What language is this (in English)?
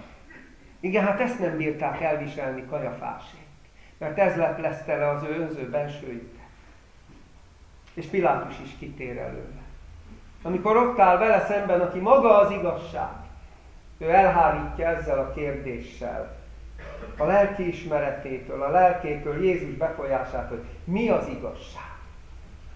Hungarian